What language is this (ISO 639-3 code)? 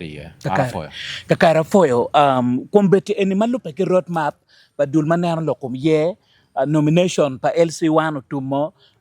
ach